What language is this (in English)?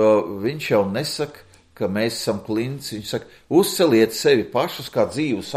Latvian